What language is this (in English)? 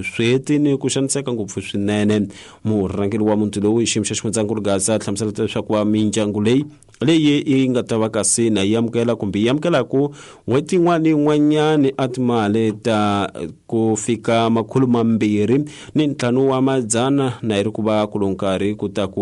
Tsonga